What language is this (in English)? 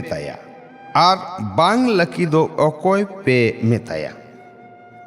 Santali